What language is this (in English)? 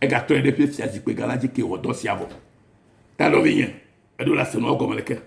Ewe